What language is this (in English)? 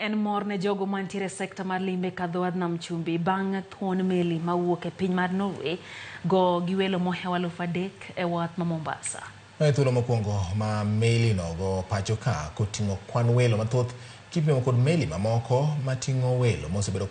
Luo (Kenya and Tanzania)